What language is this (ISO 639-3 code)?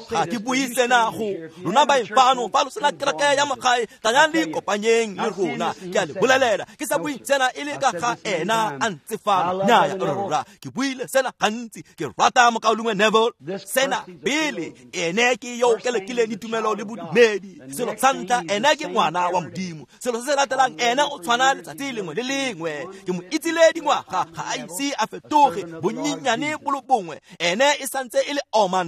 tsn